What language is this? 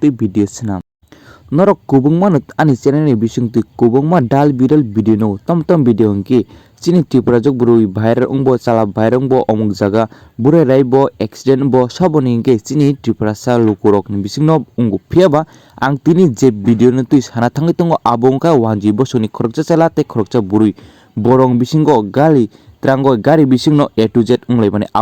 Kok Borok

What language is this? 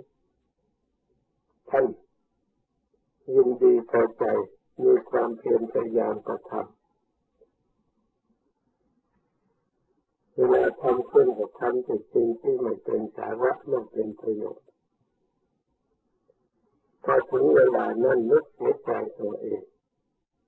Thai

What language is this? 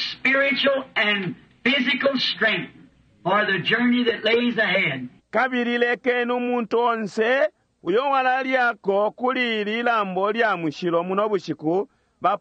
Bemba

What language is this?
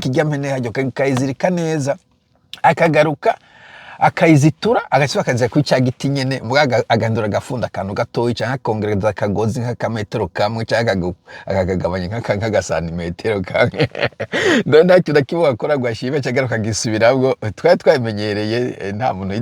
Rundi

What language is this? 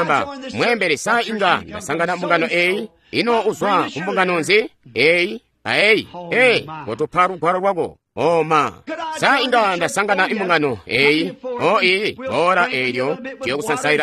Tonga (Zambia)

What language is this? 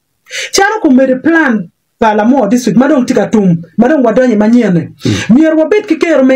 Acoli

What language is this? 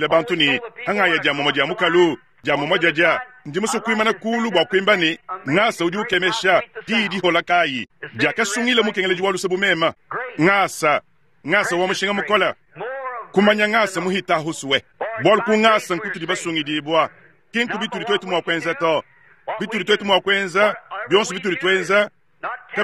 Luba-Lulua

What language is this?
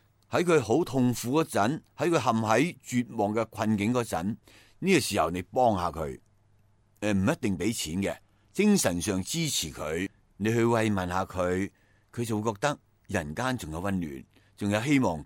Cantonese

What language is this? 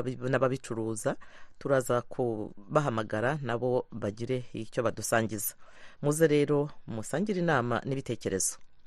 Kinyarwanda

